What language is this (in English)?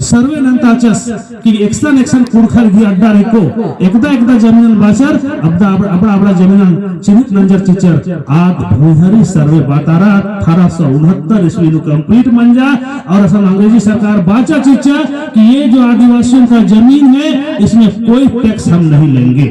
Kurukh